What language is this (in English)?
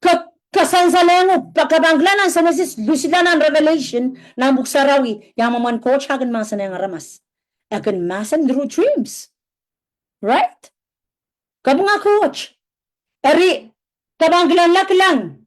Pohnpeian